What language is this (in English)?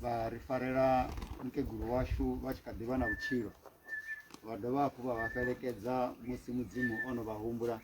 Venda